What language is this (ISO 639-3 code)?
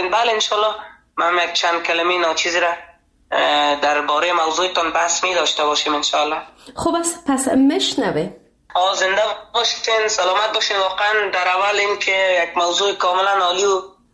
fas